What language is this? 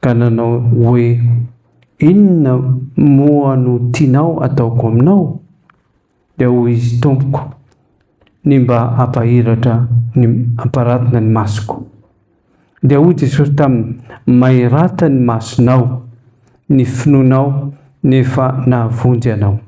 Malagasy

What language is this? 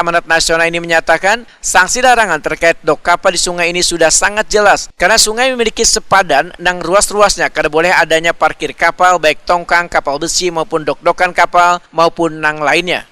Banjar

